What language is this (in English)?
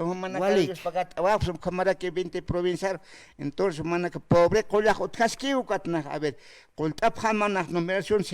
Aymara